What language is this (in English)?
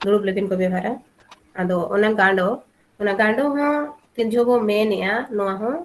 Santali